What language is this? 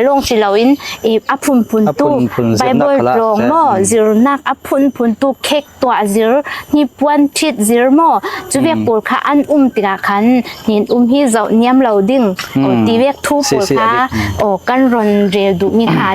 Falam Chin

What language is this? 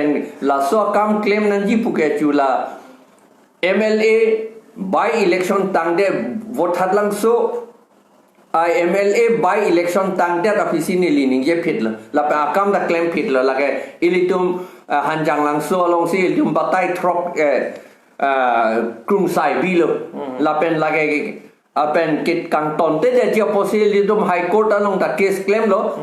Karbi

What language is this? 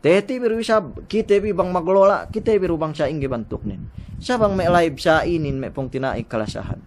Yakan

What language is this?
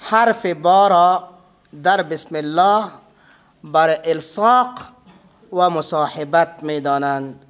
Persian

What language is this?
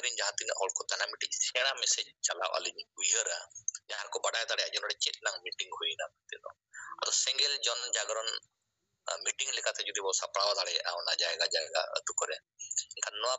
Santali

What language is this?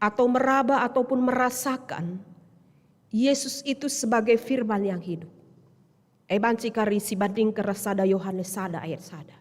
Batak Karo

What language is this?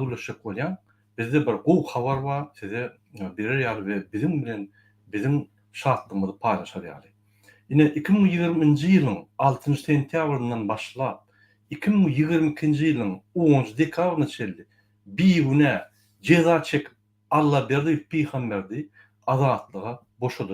Turkmen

